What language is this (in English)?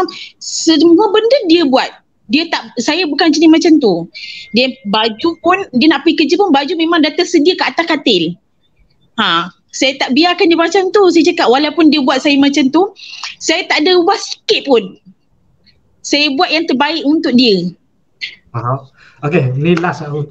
Malay